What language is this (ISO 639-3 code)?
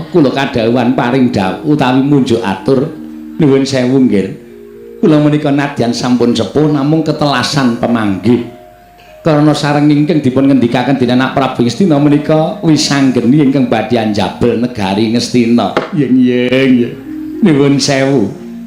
jav